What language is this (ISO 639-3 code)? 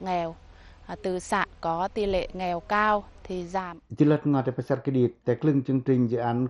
pac